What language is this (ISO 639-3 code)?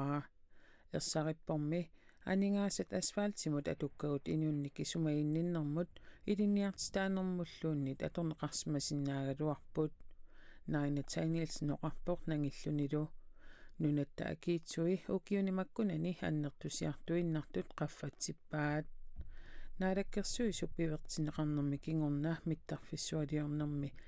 kal